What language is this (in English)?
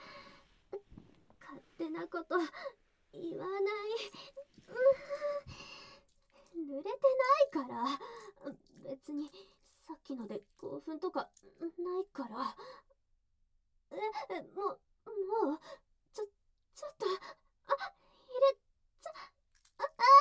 Japanese